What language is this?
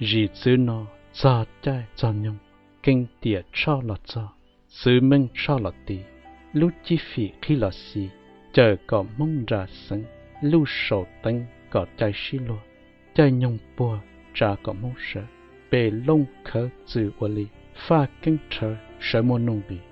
Hmong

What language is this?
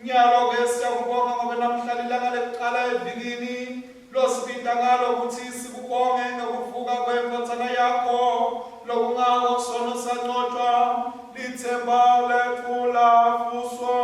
Swati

